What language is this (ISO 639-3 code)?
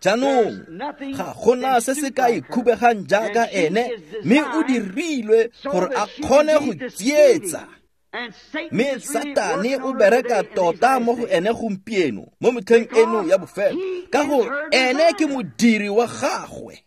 tsn